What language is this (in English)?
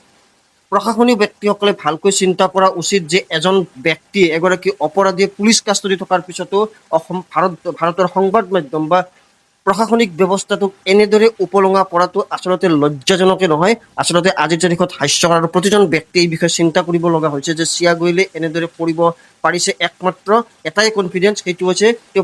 Assamese